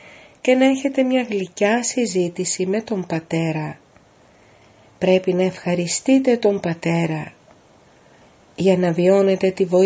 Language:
Greek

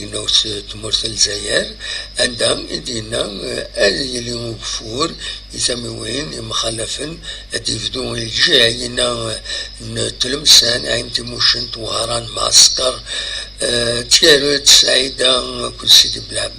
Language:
Kabyle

